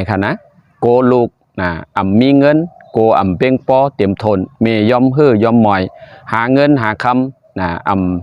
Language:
Shan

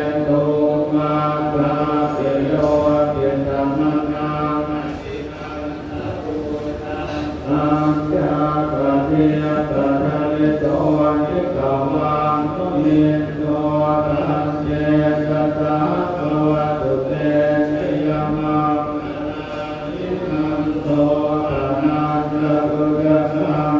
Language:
Pali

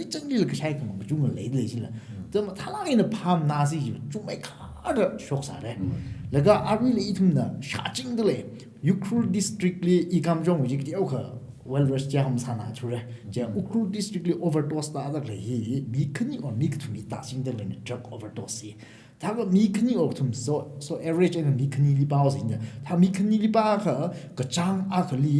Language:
Tangkhul Naga (India)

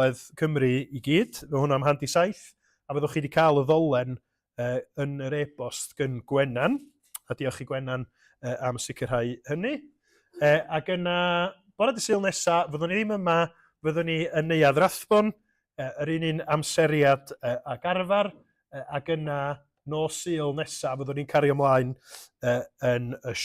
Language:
Welsh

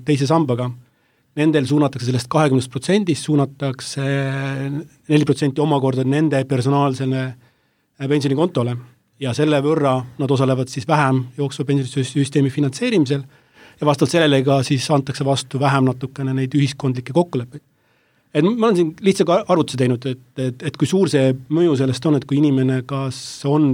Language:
Estonian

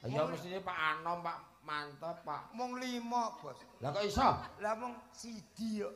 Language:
Javanese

